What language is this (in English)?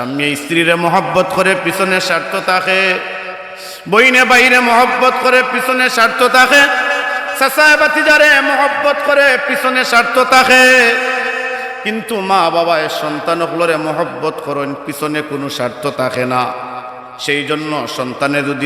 Sylheti